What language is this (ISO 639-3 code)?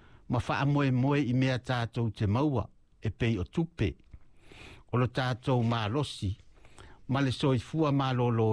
smo